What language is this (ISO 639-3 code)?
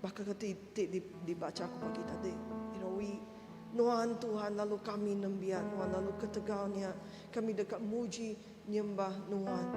iba